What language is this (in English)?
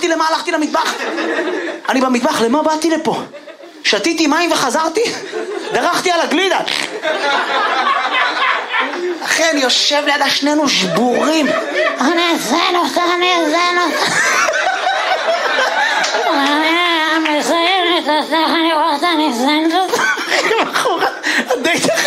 Hebrew